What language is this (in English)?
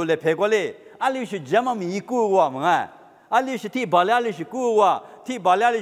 Lisu